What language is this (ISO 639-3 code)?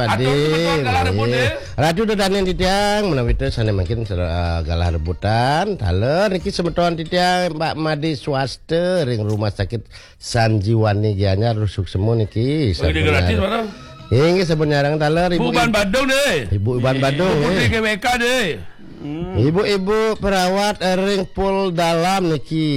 ban